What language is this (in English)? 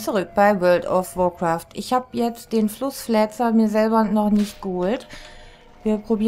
German